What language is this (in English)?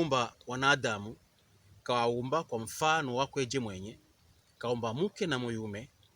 Pokomo